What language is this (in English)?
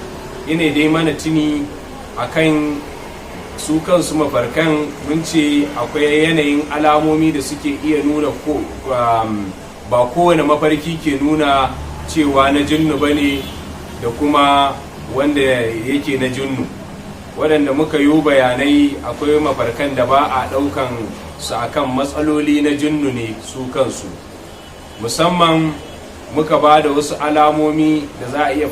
Hausa